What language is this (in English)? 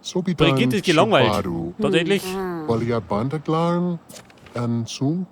Bavarian